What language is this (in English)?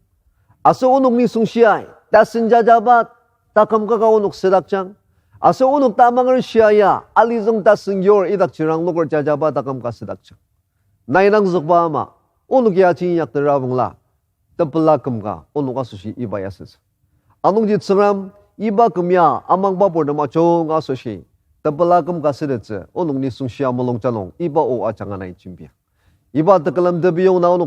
Ao Naga